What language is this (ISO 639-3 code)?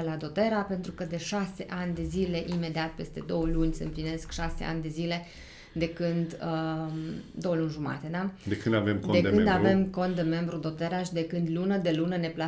ron